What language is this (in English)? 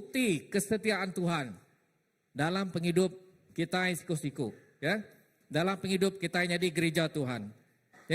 Iban